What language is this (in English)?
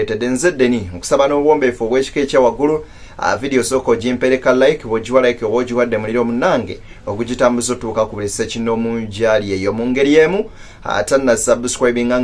Ganda